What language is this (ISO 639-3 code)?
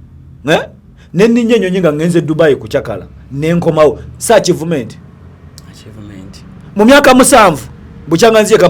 lug